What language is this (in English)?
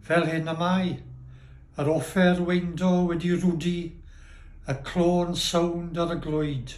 Welsh